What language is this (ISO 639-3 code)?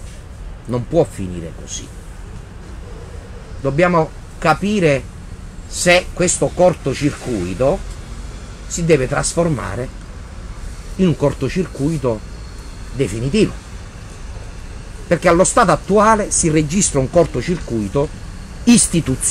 ita